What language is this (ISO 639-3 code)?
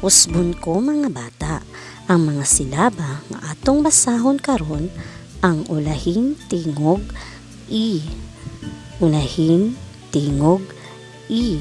ceb